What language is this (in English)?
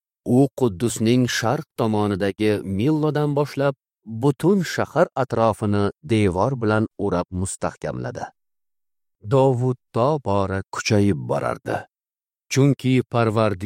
Uzbek